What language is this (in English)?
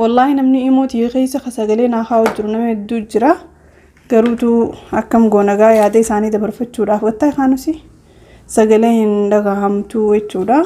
Oromo